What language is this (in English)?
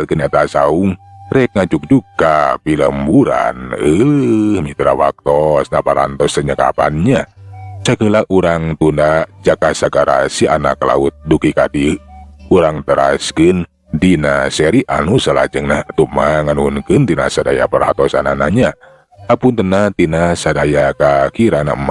Sundanese